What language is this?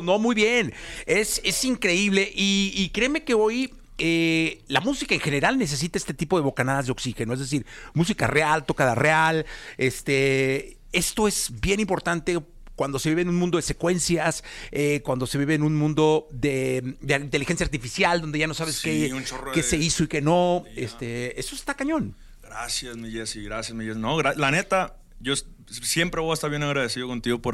Spanish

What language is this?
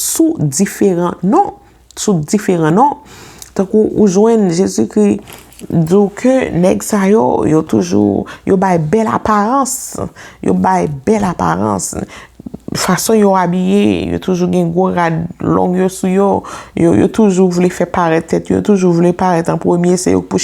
Haitian Creole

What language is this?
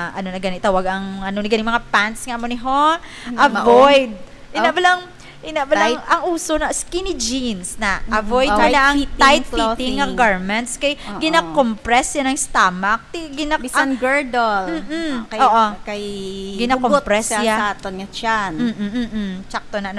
Hiligaynon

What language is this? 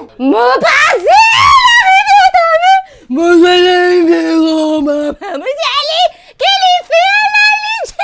Morisyen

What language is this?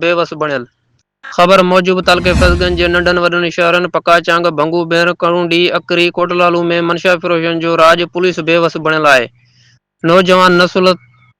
Sindhi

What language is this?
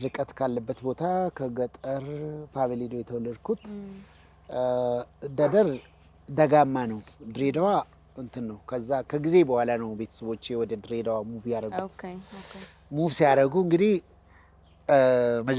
Amharic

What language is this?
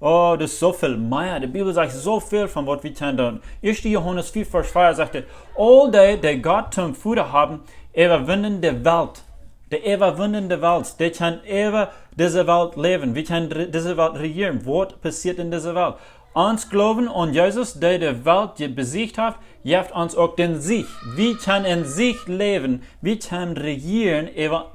Plautdietsch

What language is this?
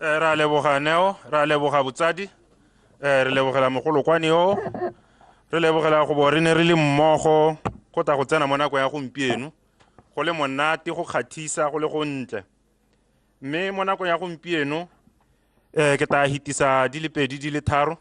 Tswana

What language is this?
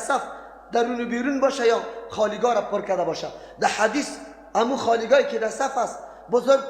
Persian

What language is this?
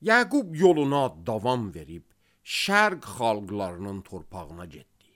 Azerbaijani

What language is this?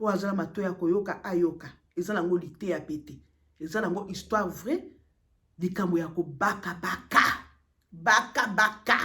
Lingala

